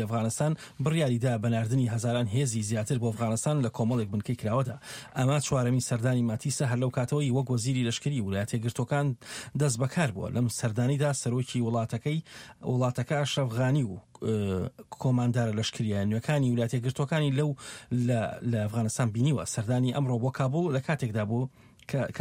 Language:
Central Kurdish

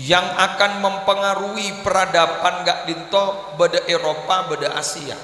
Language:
Madurese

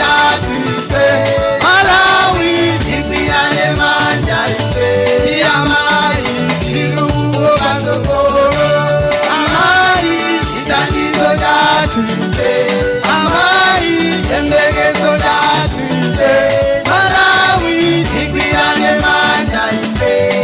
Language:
Nyanja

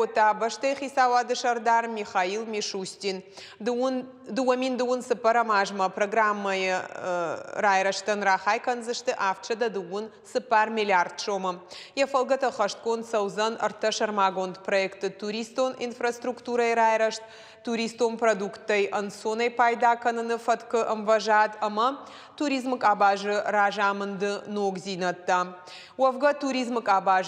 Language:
Ossetic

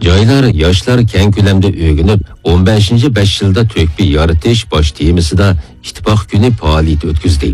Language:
Uyghur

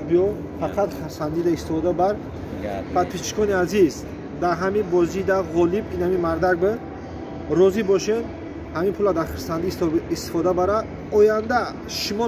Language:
Tajik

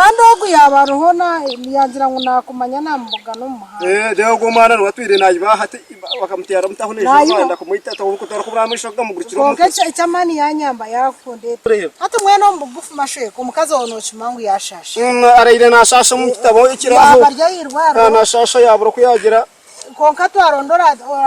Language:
Nyankole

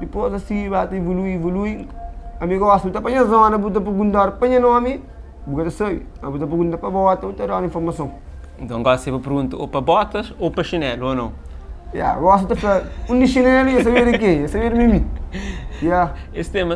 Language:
Kabuverdianu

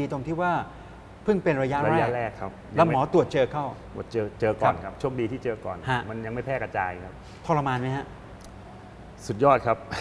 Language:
Thai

